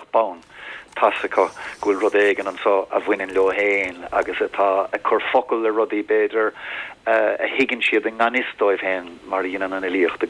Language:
Irish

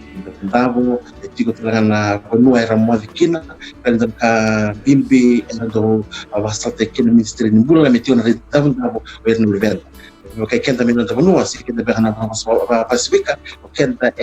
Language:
Fijian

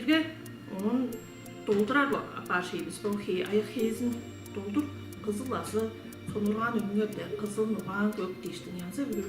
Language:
Tuvinian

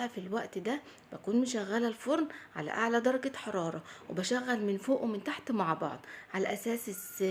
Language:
Egyptian Arabic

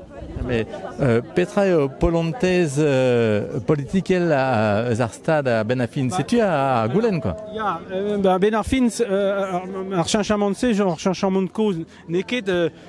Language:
Breton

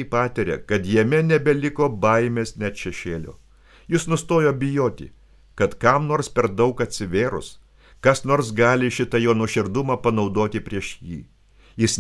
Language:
Lithuanian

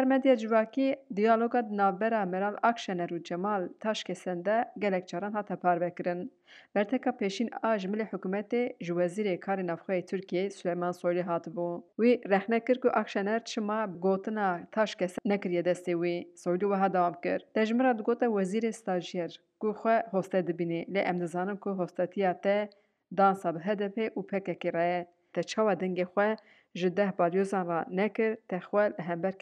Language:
Kurdish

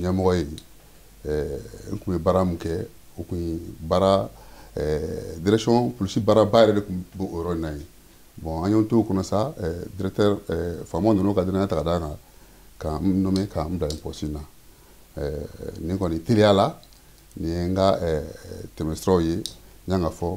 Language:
Bambara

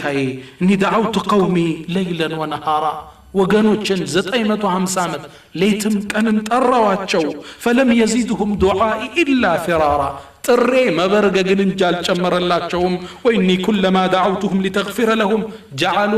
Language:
Amharic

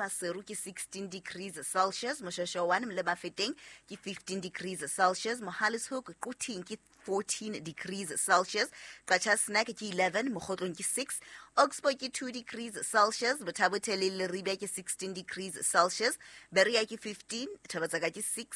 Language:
Southern Sotho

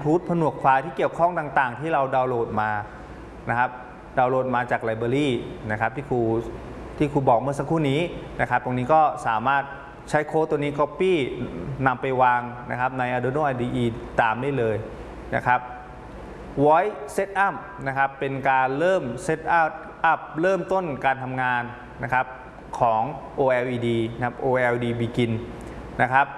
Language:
Thai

